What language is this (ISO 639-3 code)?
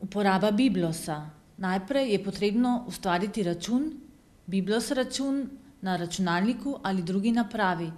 slv